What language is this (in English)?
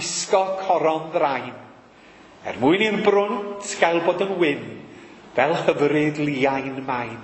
Welsh